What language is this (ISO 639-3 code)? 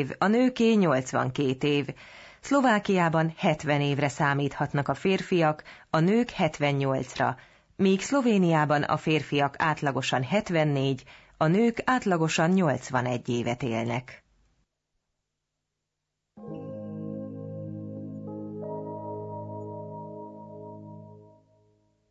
hun